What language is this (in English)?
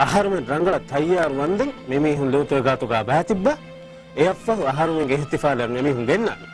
Divehi